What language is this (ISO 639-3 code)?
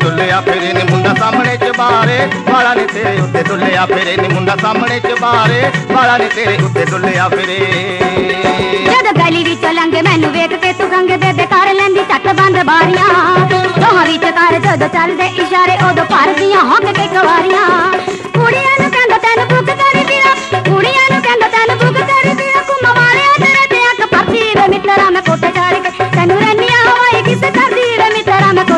pan